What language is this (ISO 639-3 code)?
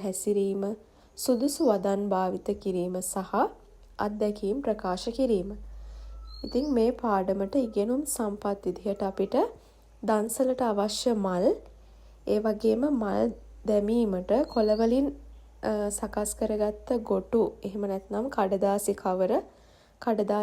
sin